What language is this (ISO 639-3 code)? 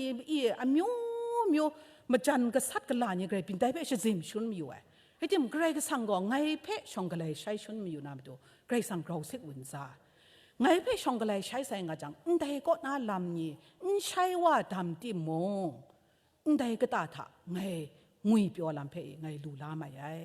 kac